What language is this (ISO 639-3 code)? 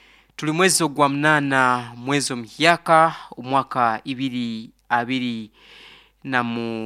nyo